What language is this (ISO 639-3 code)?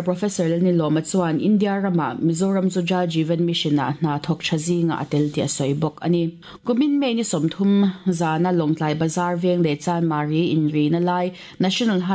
lus